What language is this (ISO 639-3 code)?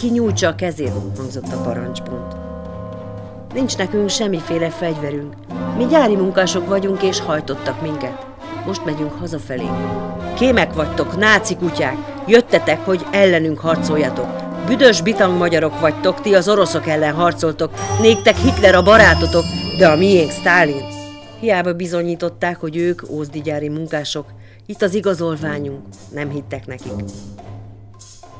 hun